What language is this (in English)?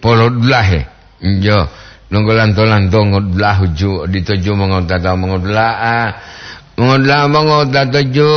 Gorontalo